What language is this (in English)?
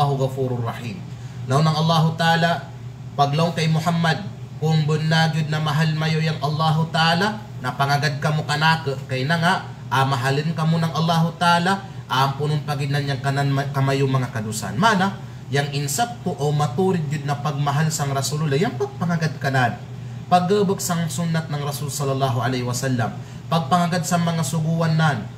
Kalagan